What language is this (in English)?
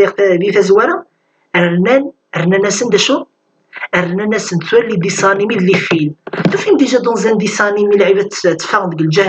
Kabyle